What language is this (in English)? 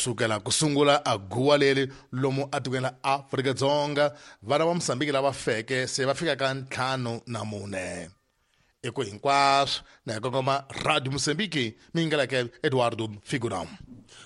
Tsonga